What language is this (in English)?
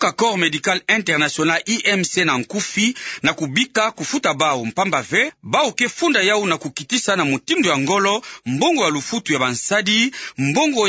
Kituba (Democratic Republic of Congo)